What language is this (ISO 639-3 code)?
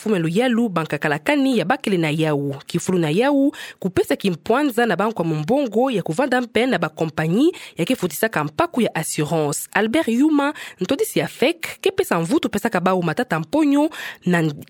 ktu